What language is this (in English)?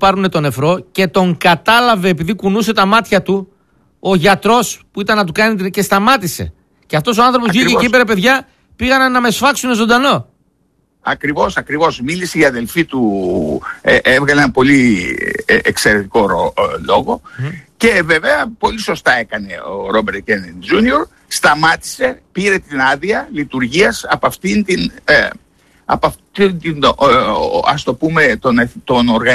Greek